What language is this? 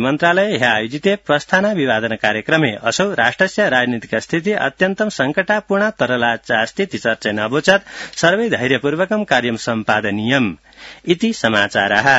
Sanskrit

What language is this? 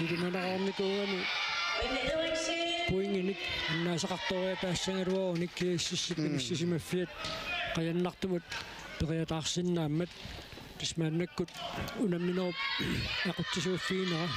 Kalaallisut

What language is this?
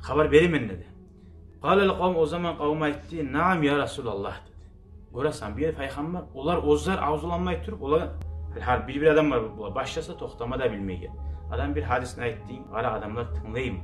Kumyk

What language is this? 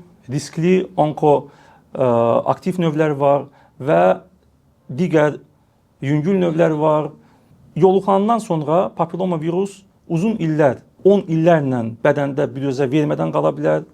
Azerbaijani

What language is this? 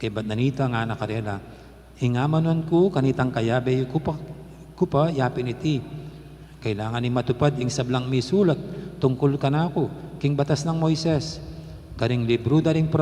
Pampanga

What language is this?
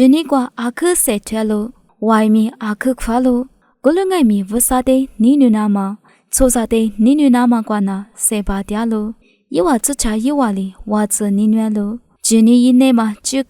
Lisu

